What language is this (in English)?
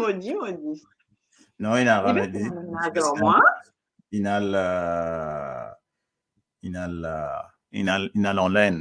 Morisyen